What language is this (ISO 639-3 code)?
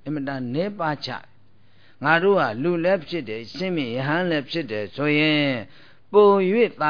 mya